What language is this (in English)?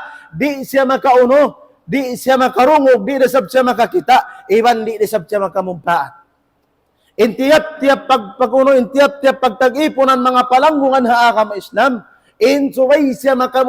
Tausug